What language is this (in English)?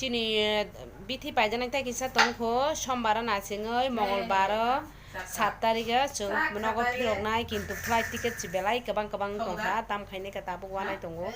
Kok Borok